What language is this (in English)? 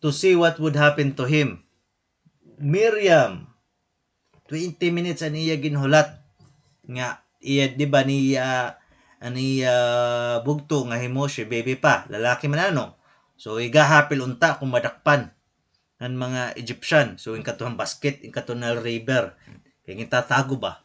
Waray